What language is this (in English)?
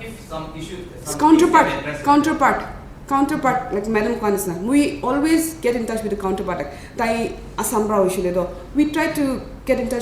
Naga Pidgin